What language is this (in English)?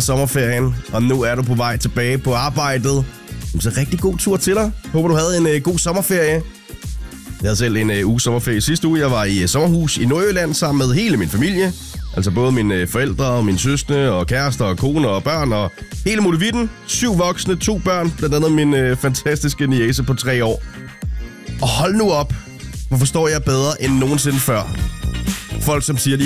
Danish